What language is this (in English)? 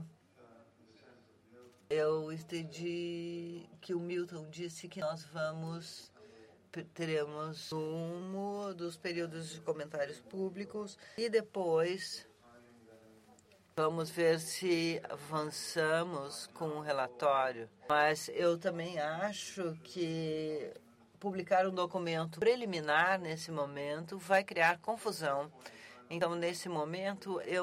Portuguese